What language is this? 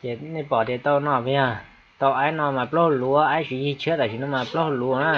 Hmong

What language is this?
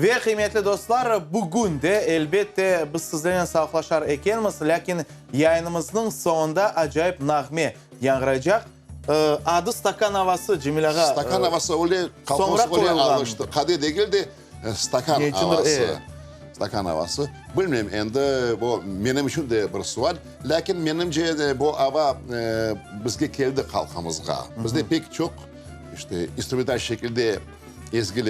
Crimean Tatar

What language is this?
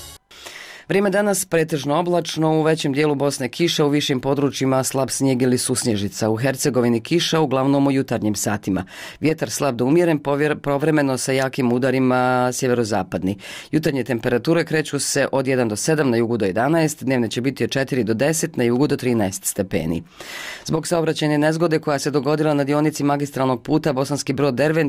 Bosnian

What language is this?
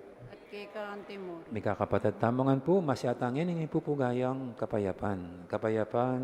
Pampanga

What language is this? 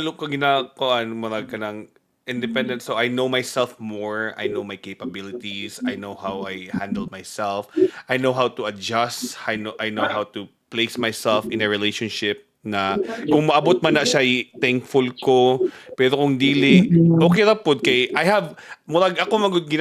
Cebuano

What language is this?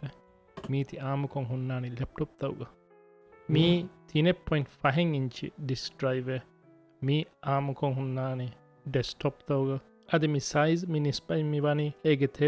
Divehi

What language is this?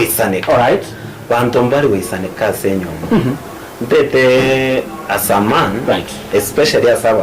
Gusii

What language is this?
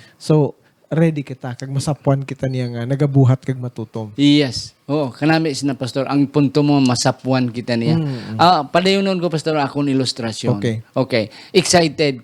Hiligaynon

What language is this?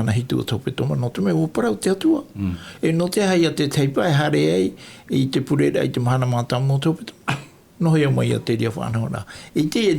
Tahitian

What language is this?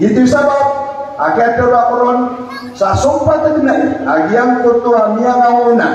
Maranao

